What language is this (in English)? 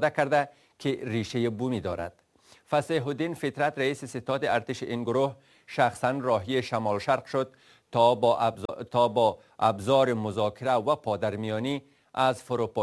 Persian